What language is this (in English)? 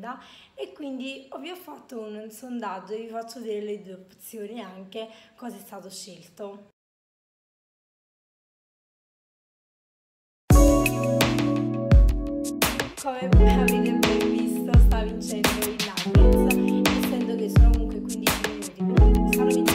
Italian